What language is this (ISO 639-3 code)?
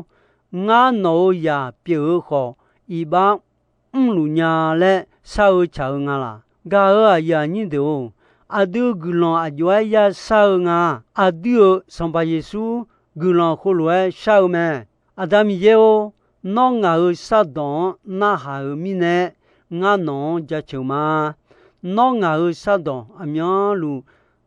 ahk